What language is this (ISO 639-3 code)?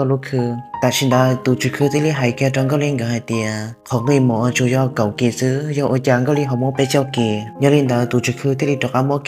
hmn